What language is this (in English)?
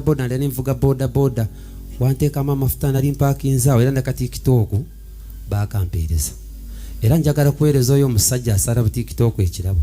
Ganda